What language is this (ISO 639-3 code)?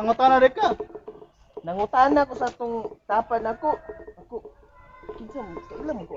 ceb